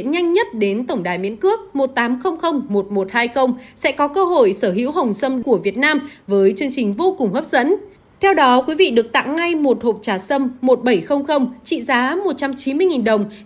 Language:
Vietnamese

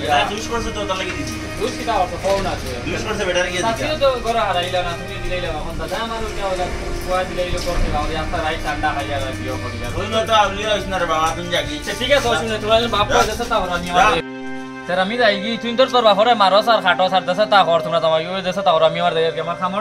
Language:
Sylheti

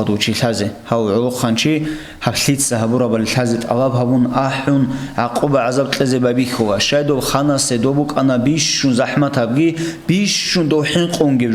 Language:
Avaric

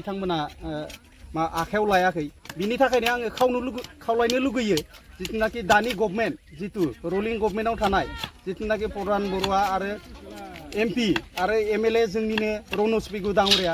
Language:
Bodo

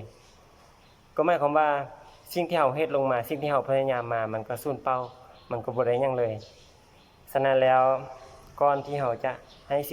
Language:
Lao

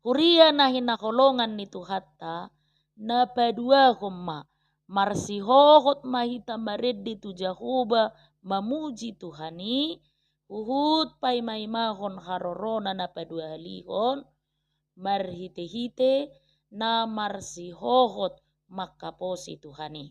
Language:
Batak Toba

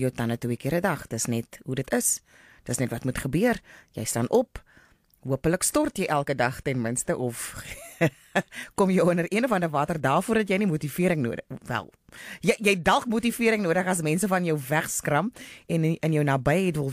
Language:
Afrikaans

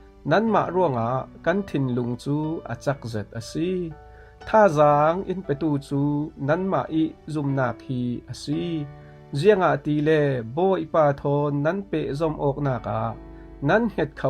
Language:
Falam Chin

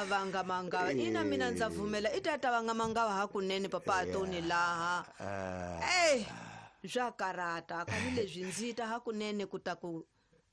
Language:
Tsonga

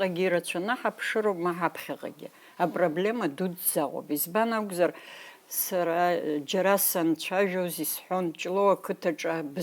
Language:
Abkhazian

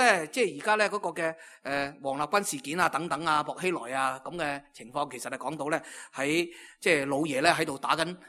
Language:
Cantonese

